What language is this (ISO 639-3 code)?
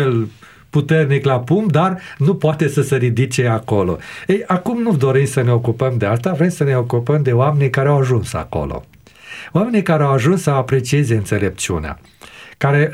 ron